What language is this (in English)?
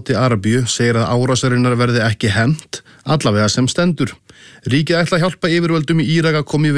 Icelandic